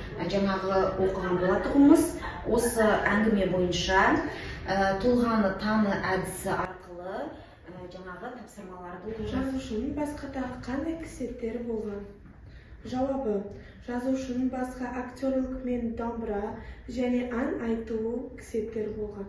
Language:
Kazakh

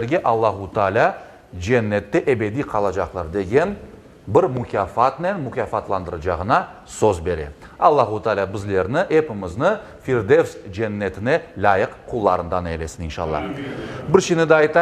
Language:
Crimean Tatar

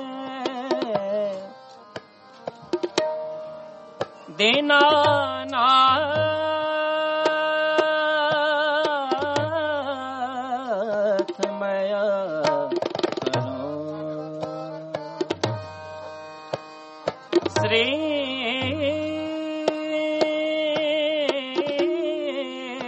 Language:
Punjabi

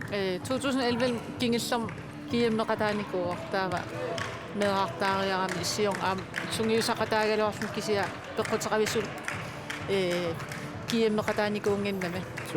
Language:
Kalaallisut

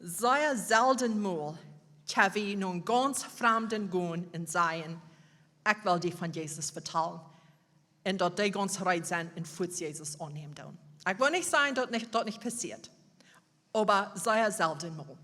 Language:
Plautdietsch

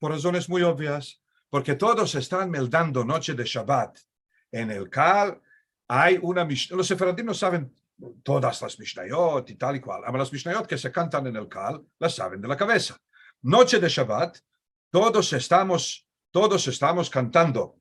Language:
Ladino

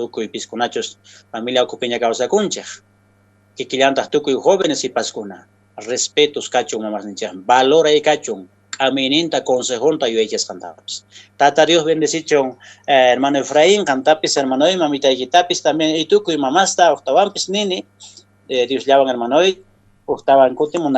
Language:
Quechua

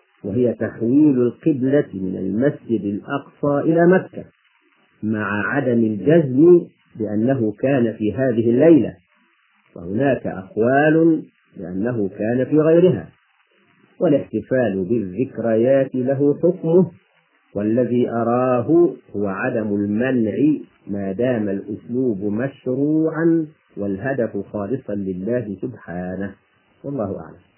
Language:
Arabic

